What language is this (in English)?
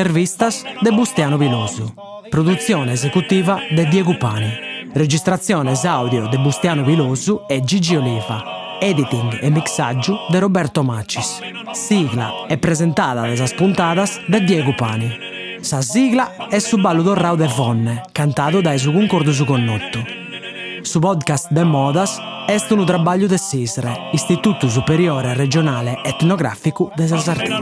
Sardinian